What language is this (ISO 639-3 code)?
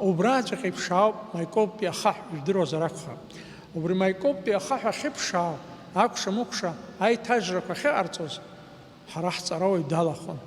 abk